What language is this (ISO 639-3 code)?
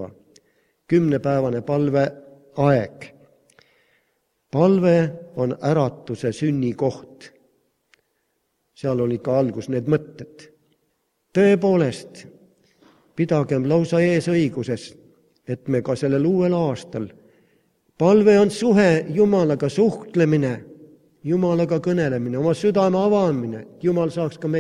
est